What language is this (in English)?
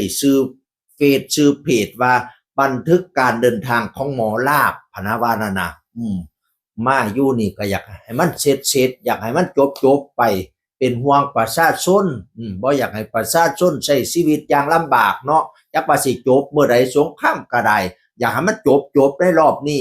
Northeastern Thai